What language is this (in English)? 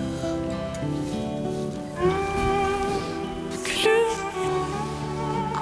Turkish